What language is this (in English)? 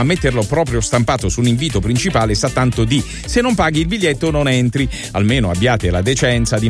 Italian